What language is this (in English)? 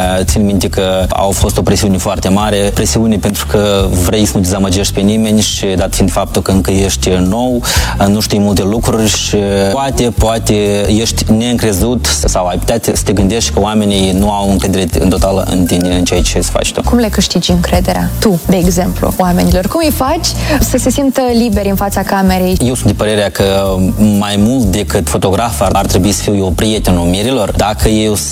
Romanian